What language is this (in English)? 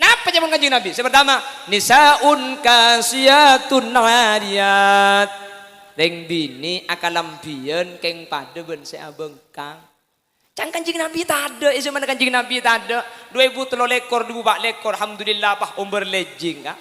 Madurese